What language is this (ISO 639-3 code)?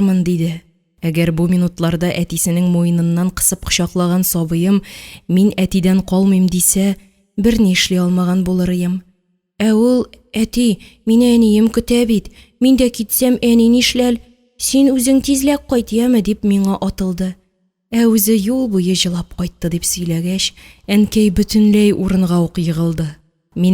tat